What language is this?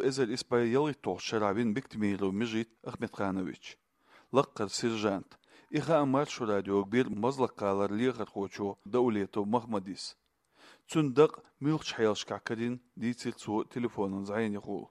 Chechen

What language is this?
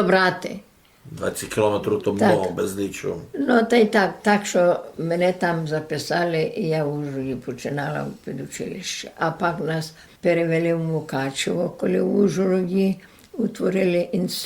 Rusyn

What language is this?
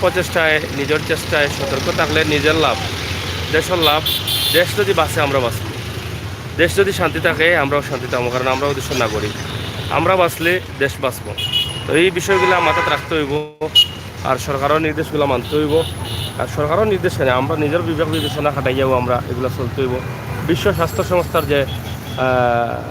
Sylheti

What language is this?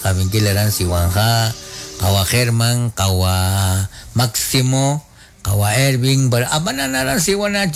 Kekchí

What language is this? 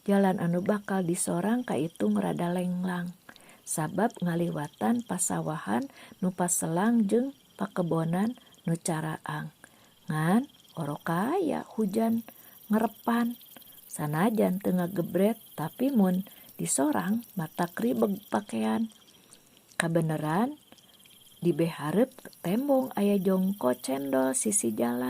Sundanese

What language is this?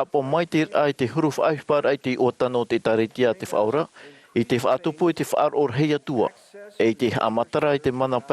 Tahitian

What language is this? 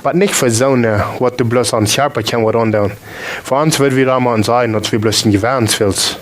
Plautdietsch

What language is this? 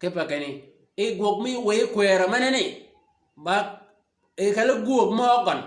Shilluk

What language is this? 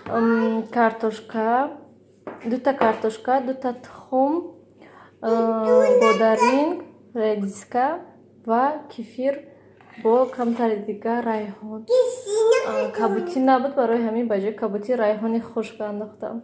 Tajik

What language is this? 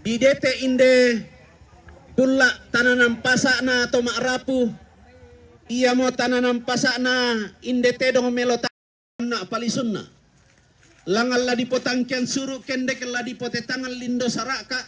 Toraja-Sa'dan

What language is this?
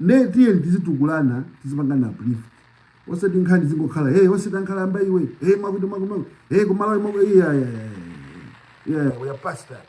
Nyanja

